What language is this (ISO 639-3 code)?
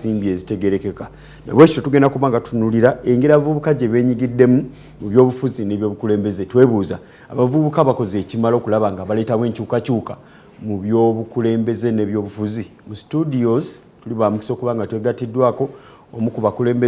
lug